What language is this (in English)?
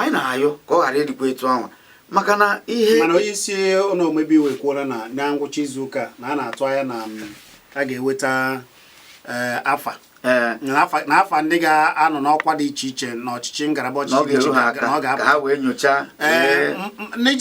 Igbo